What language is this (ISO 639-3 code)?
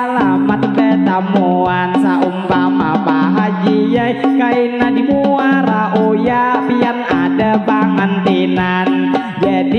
bjn